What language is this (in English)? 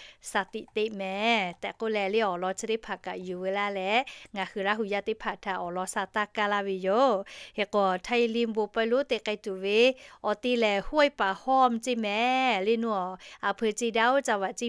Lahu